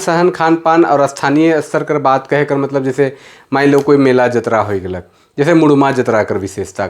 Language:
Sadri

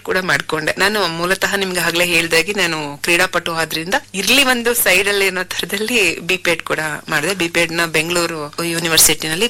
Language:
Kannada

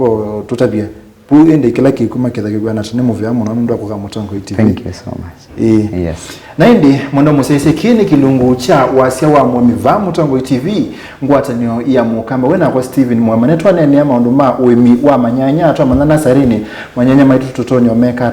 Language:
Kamba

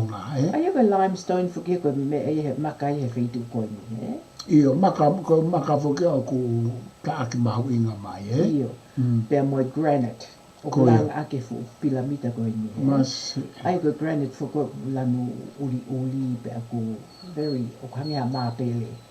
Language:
Tongan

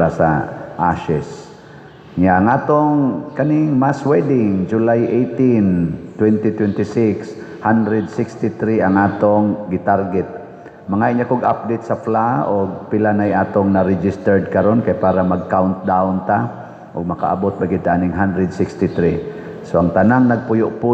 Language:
Cebuano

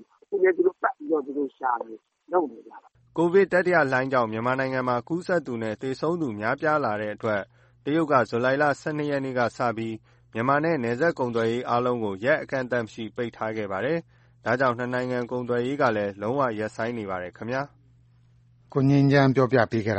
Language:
Burmese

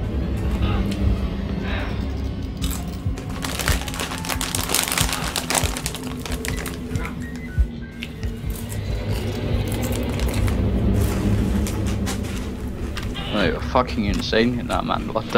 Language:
Danish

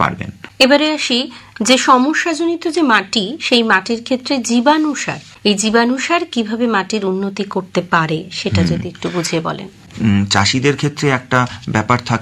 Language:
Bangla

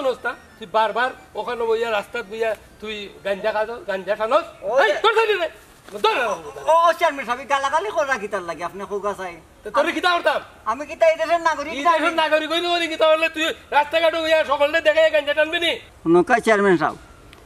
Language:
Sylheti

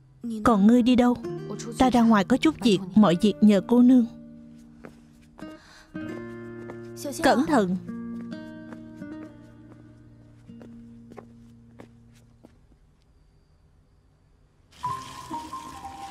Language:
Vietnamese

